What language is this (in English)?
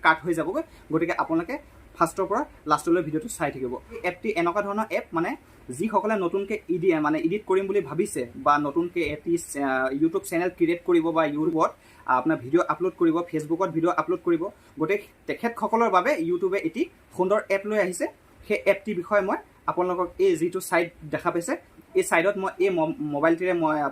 Assamese